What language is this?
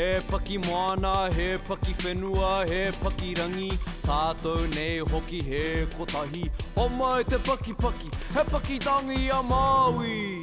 Māori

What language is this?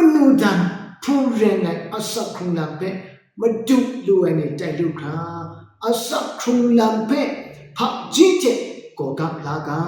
Kachin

